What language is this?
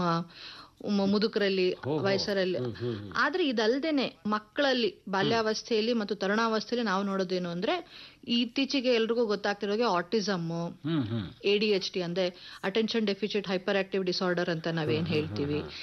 Kannada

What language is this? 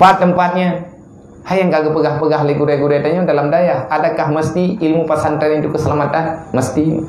Achinese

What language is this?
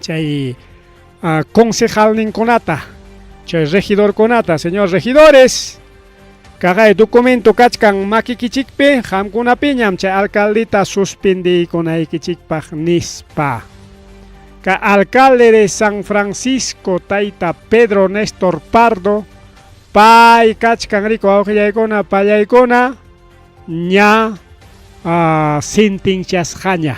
Ayacucho Quechua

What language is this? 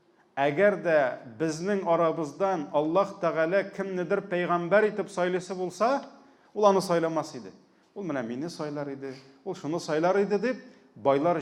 Tatar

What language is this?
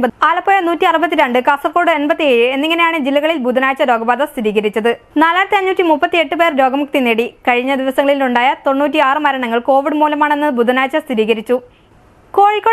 Malayalam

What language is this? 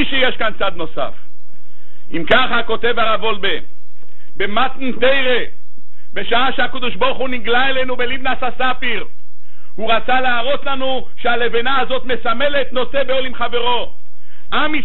Hebrew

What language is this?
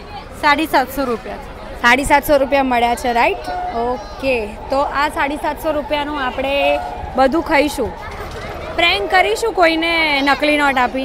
Gujarati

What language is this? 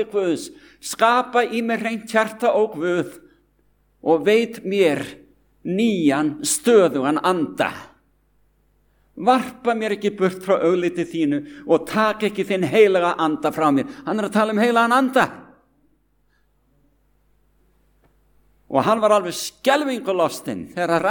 Icelandic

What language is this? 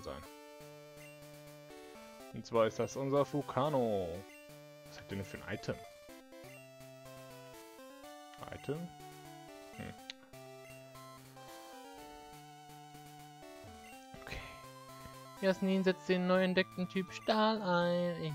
German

